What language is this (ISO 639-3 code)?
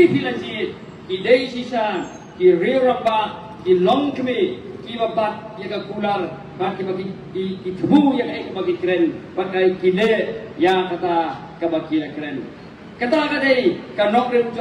kha